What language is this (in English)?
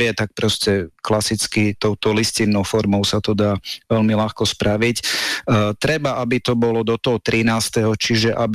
Slovak